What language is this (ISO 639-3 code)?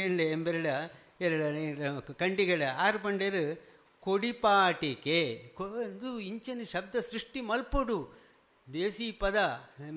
tcy